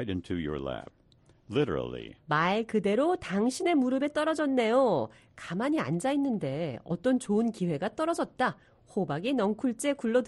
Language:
Korean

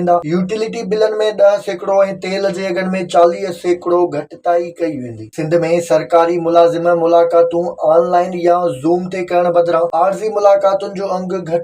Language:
Sindhi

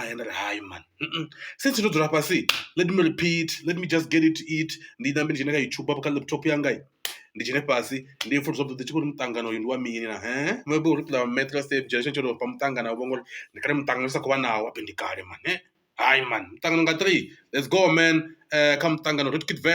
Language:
Venda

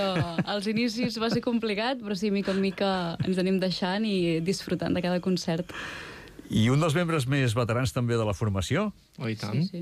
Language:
Catalan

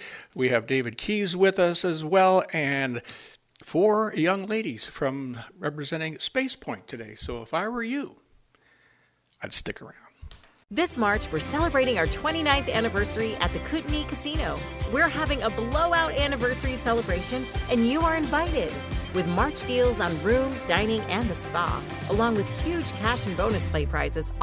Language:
English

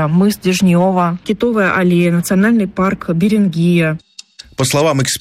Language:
Russian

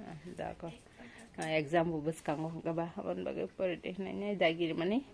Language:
Kok Borok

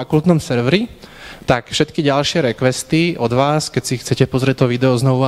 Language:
Slovak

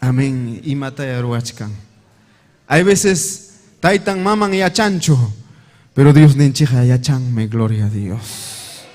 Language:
Ayacucho Quechua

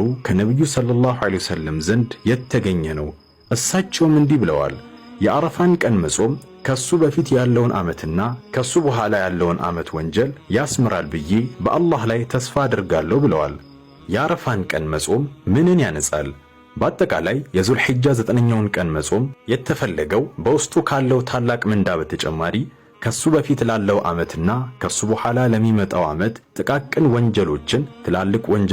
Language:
Amharic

